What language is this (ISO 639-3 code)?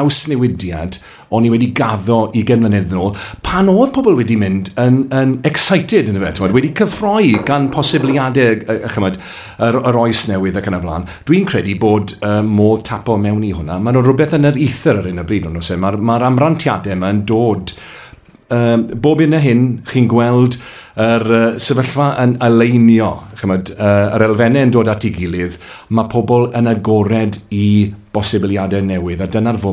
cym